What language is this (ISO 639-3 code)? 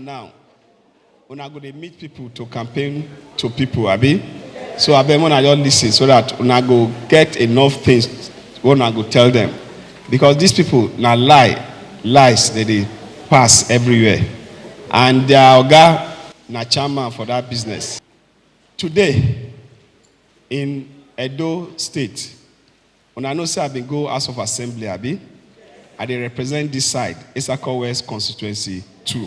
pcm